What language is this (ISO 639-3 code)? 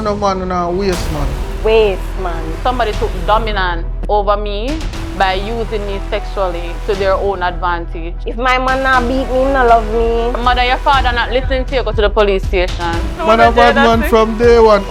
jam